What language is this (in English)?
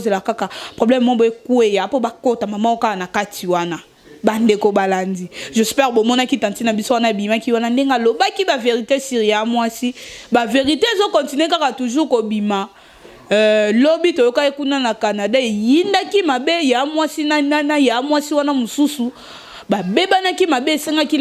Lingala